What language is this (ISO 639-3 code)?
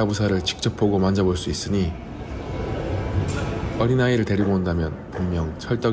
kor